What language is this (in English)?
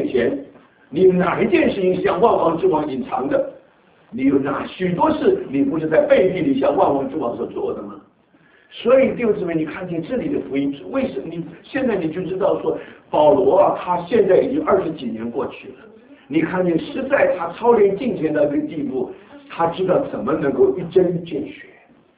Chinese